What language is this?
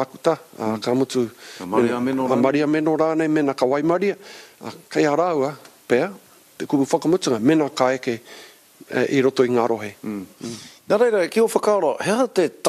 Māori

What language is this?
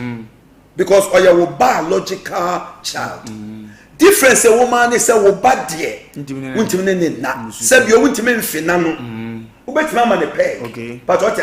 Akan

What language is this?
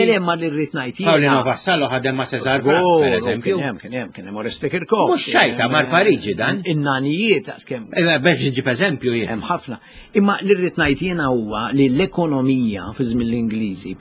Maltese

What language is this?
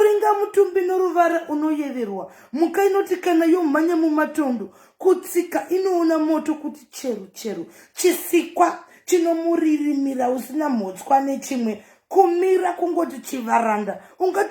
Shona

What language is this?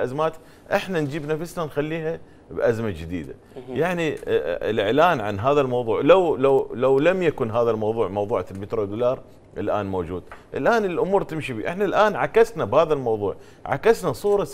Mesopotamian Arabic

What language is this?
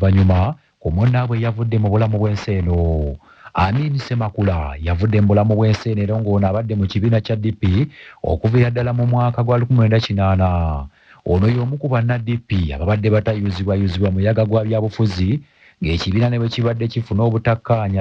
Ganda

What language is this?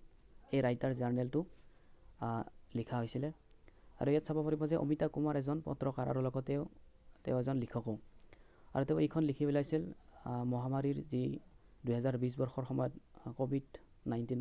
Assamese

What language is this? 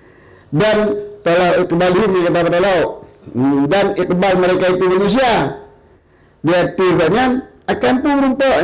Achinese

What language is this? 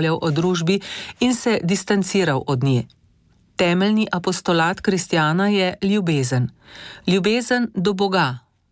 Slovenian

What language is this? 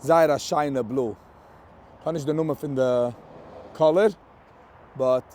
Yiddish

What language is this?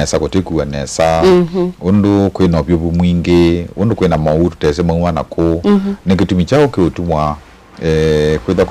Kamba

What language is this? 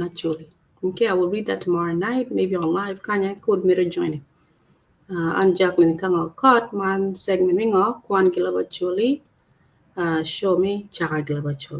Acoli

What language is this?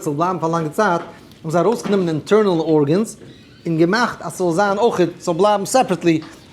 Yiddish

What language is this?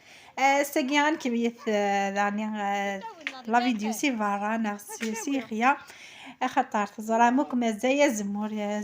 Kabyle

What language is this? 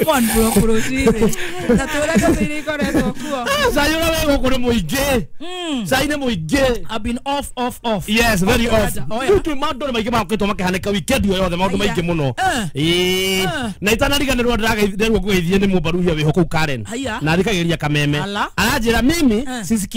Kikuyu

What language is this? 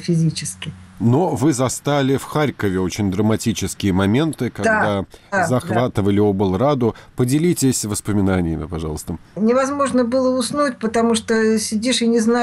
Russian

